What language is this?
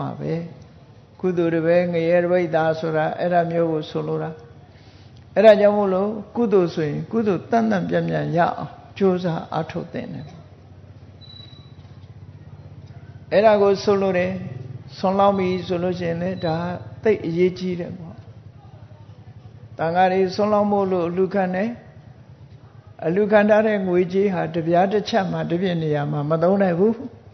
Burmese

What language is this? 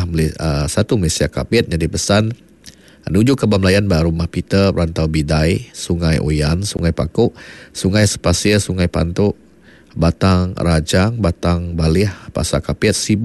Iban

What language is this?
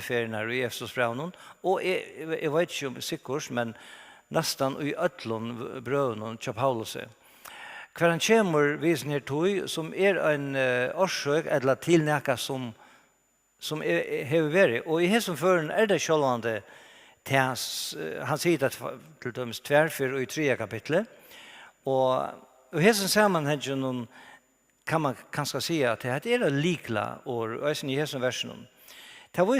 Faroese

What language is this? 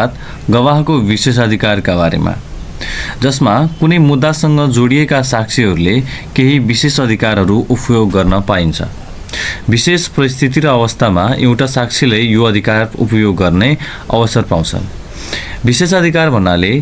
Nepali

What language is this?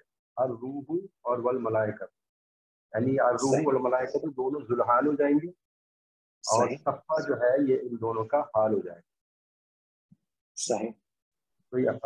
Urdu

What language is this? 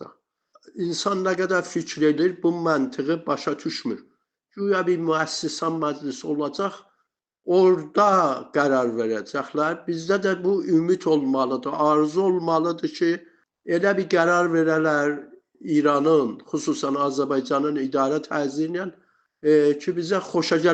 South Azerbaijani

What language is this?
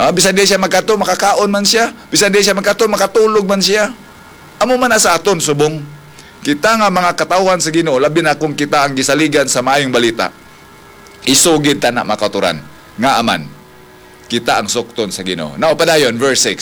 Hiligaynon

